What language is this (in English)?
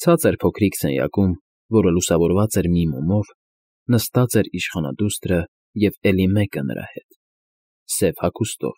Armenian